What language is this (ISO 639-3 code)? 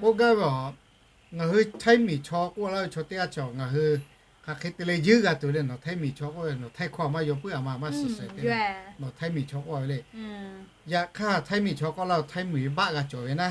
lhu